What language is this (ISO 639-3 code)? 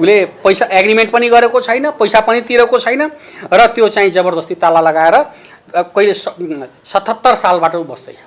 nep